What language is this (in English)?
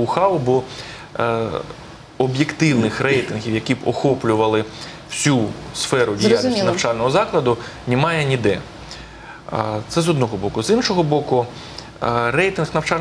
Ukrainian